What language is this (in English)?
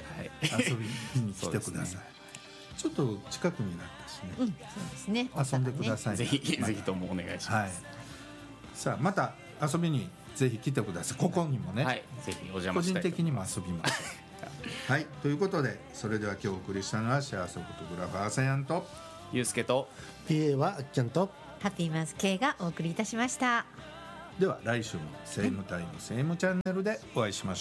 Japanese